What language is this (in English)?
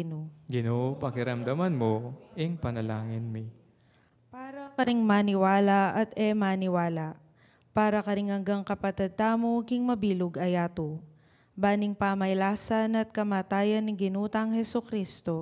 Pampanga